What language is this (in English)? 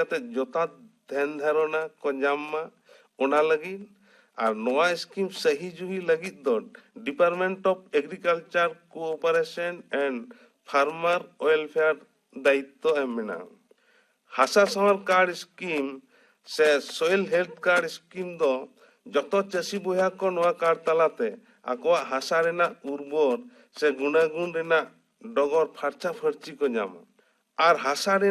Santali